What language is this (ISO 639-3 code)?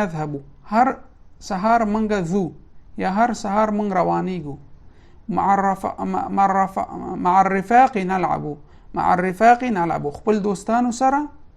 pus